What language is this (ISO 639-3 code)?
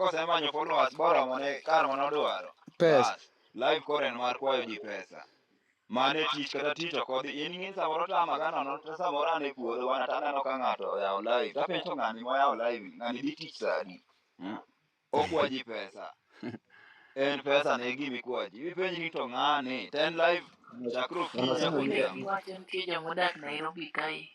luo